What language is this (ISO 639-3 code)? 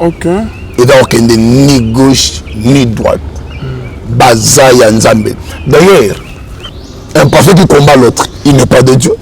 lin